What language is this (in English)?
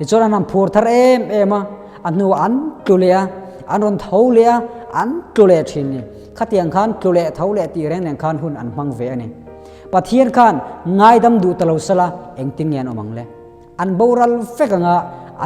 Mizo